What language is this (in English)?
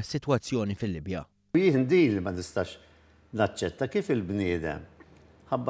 Maltese